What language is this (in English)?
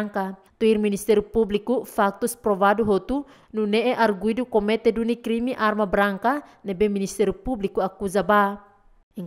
Tetum